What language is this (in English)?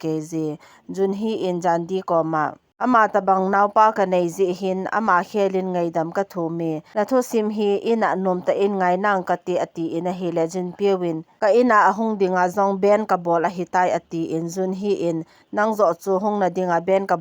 Thado Chin